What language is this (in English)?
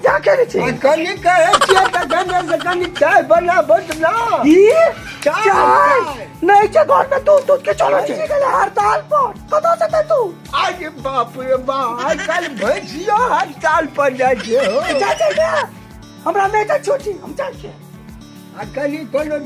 Maithili